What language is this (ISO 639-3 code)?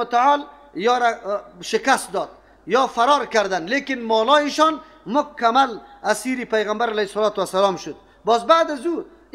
fas